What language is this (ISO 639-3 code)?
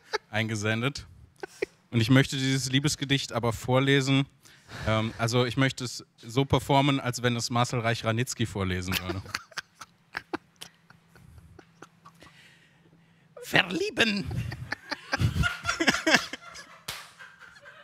deu